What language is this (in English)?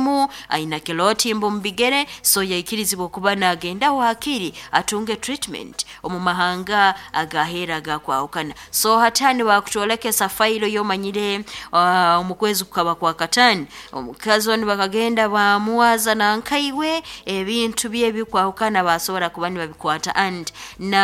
Nyankole